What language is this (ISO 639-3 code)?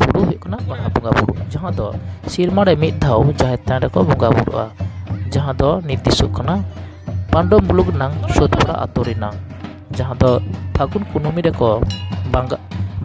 sat